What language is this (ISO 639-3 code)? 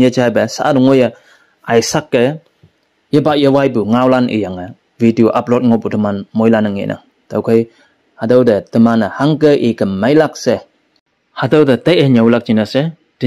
nbe